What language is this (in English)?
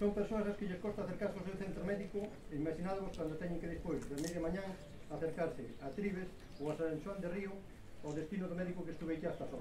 Galician